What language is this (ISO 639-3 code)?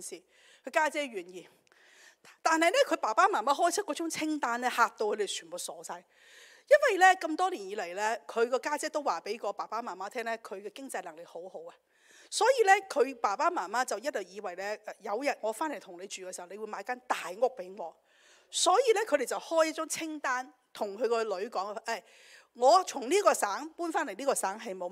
yue